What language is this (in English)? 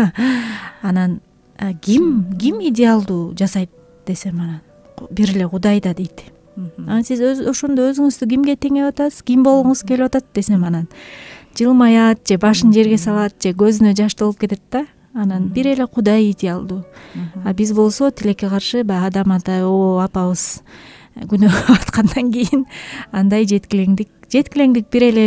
Kyrgyz